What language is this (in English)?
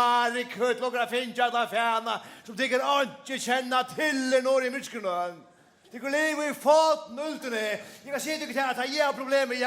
Faroese